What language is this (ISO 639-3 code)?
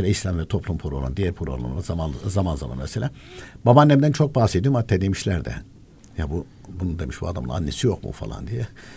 tur